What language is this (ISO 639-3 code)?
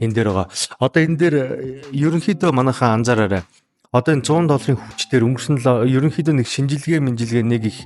mon